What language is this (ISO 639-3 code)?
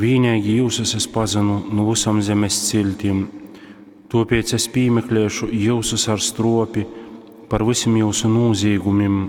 ltg